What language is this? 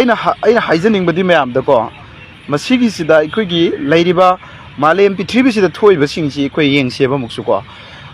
Manipuri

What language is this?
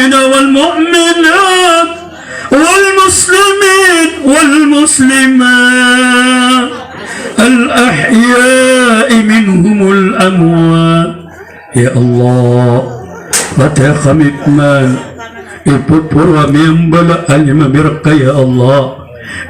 Maranao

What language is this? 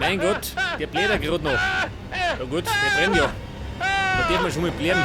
Bavarian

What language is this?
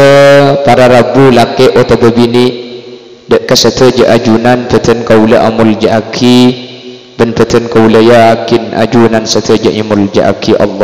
Madurese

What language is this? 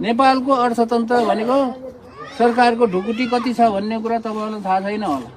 Nepali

